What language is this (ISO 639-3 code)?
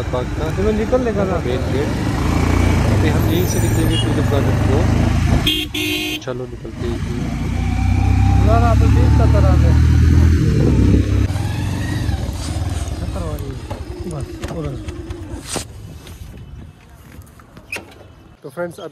hin